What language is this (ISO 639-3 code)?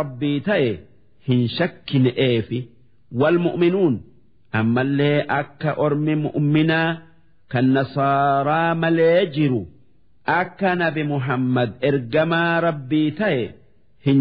orm